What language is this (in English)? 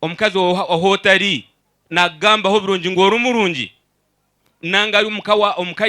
Nyankole